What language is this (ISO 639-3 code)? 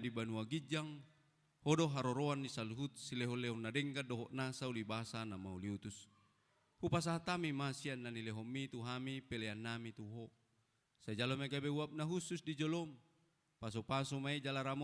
bbc